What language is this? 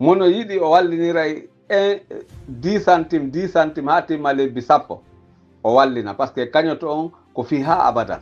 Pular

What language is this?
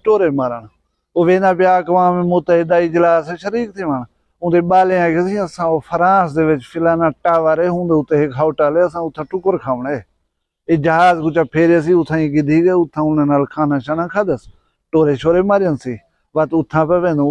Saraiki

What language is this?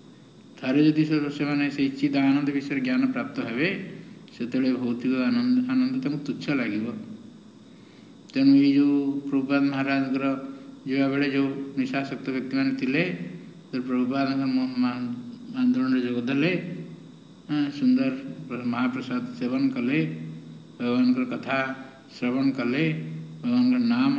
Odia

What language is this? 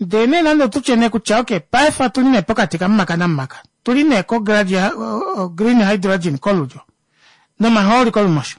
Kuanyama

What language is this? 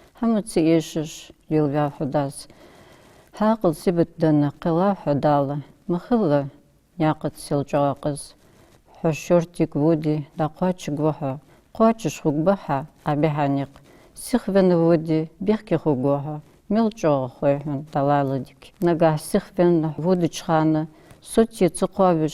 Ingush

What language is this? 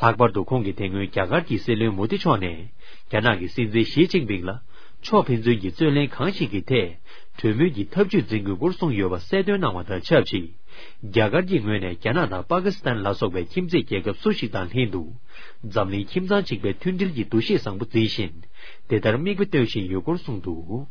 Tibetan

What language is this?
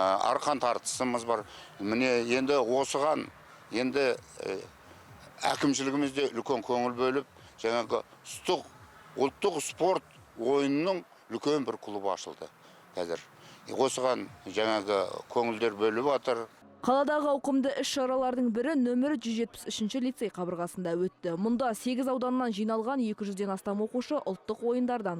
Kazakh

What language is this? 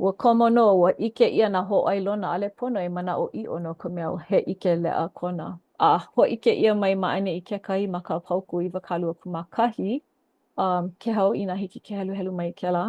Hawaiian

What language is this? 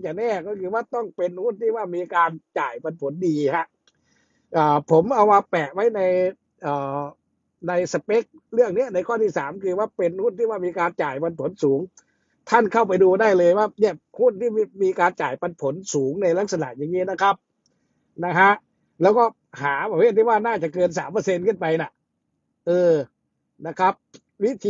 Thai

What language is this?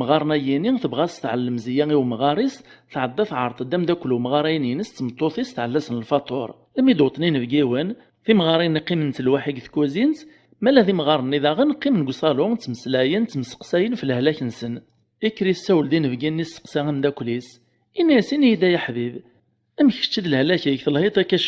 Kabyle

